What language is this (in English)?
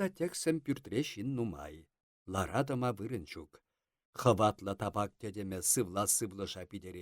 Chuvash